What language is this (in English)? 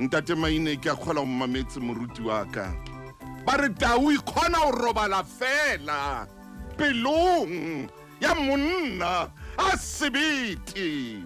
Southern Sotho